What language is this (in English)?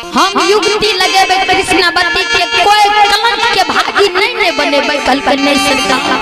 Maithili